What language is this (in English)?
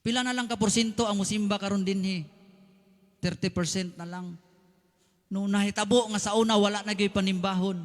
Cebuano